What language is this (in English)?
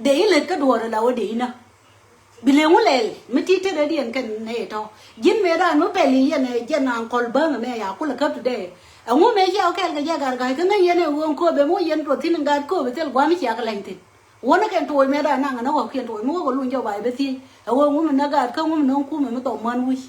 Nuer